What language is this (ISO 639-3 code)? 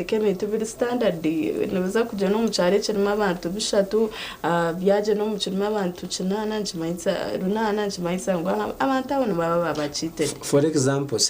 nyn